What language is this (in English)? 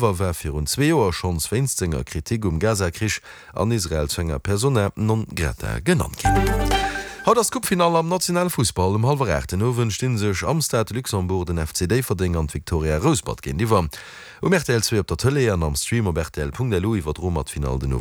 Luxembourgish